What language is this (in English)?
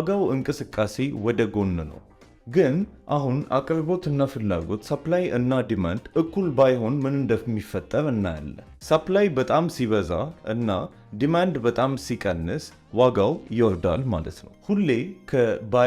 Amharic